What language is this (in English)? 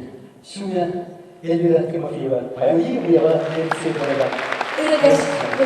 Chuvash